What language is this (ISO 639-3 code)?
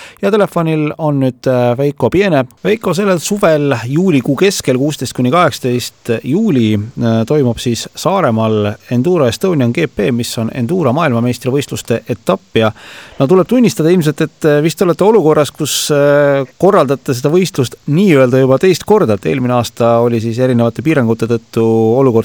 est